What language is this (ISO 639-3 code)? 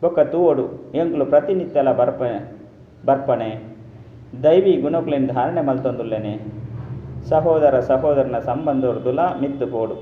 tcy